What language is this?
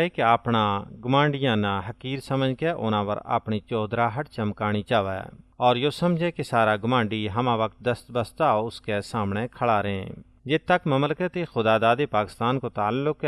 Gujari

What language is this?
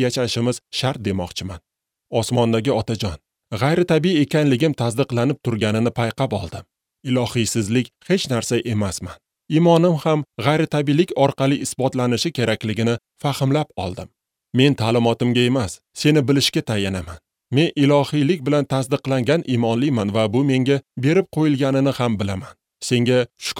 Uzbek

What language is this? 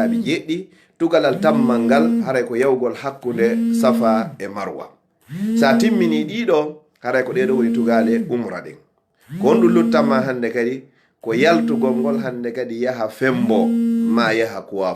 Fula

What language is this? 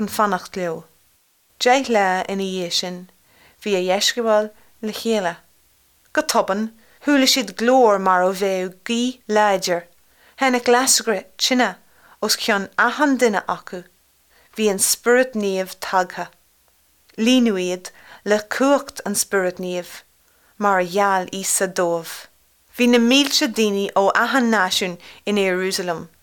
Irish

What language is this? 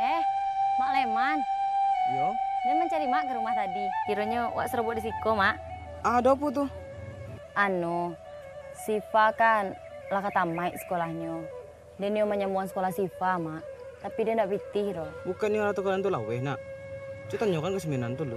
Minangkabau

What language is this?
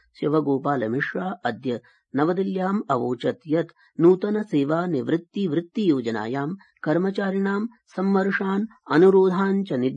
Sanskrit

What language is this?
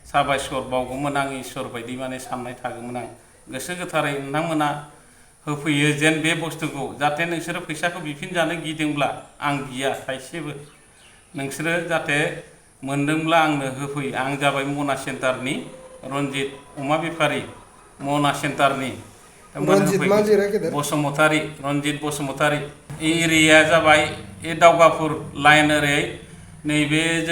Bodo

